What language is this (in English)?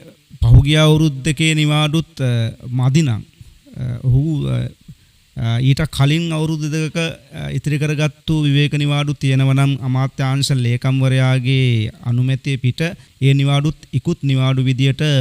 Sinhala